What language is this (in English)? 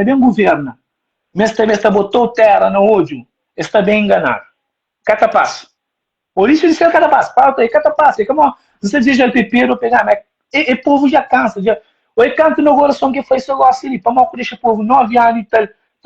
Kabuverdianu